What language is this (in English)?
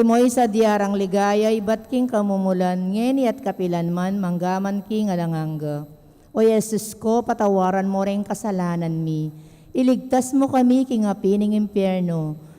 Pampanga